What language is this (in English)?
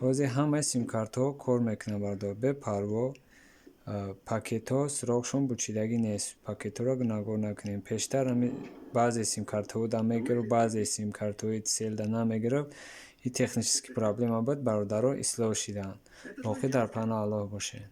Tajik